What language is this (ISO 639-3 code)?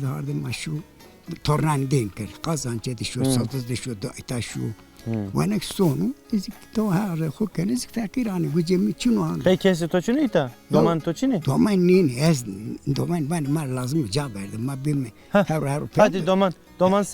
zza